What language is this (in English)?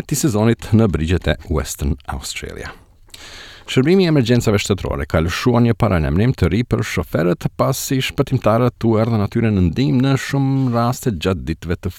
Albanian